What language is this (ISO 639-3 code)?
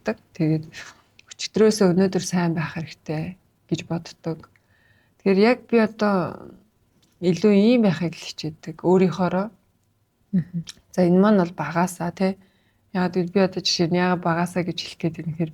mon